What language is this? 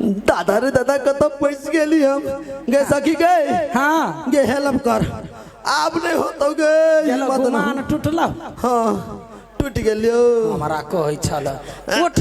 Maithili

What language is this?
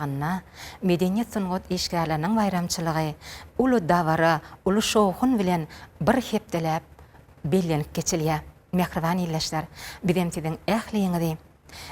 Turkmen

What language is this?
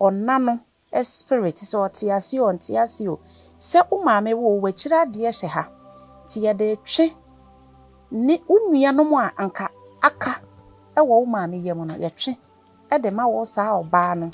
Akan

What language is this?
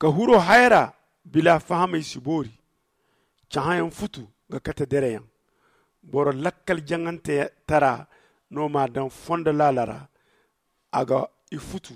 Zarma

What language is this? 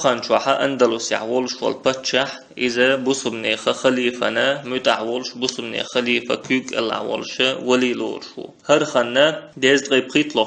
Chechen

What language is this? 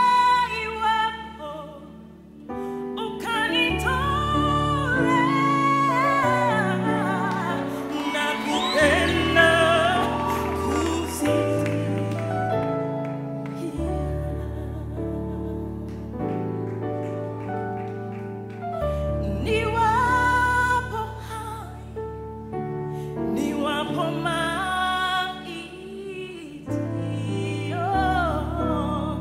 Swahili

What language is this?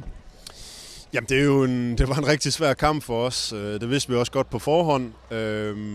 Danish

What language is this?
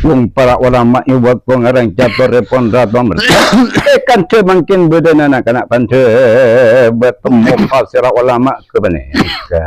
Madurese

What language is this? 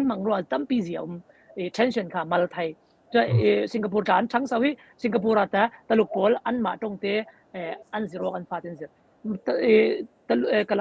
Falam Chin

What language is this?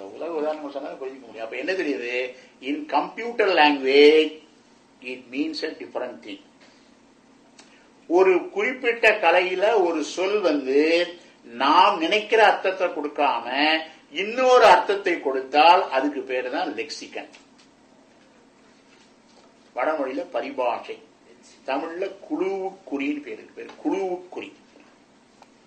Tamil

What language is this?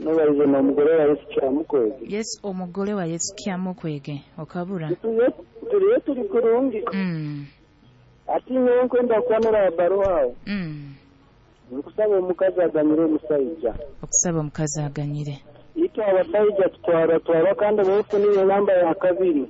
Nyoro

